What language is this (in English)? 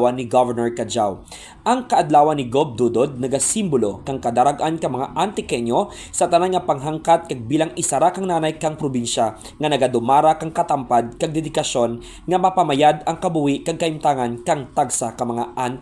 Kinaray-a